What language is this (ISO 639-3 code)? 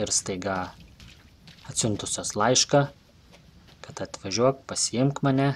lit